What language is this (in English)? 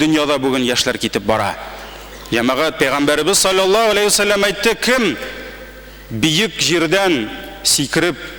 Tatar